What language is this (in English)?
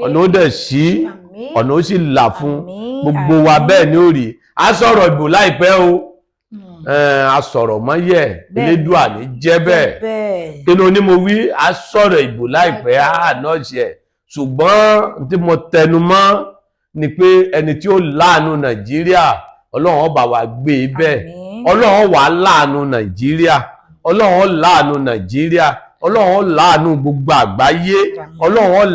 Yoruba